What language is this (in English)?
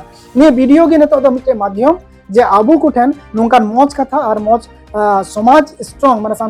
Santali